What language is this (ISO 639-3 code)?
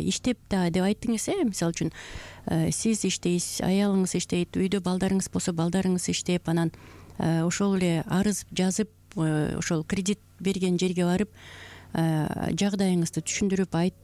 kir